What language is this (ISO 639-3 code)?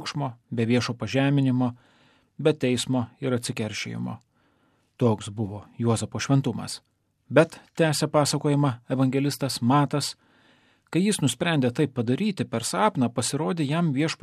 lit